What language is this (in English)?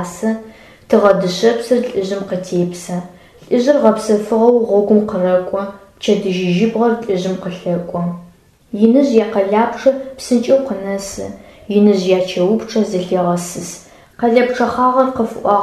Adyghe